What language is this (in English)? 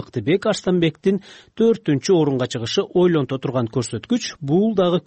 Kyrgyz